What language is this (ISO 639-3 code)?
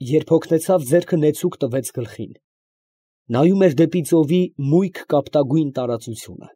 hye